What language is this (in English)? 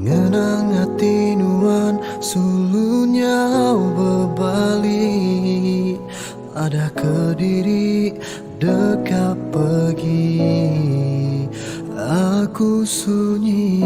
Iban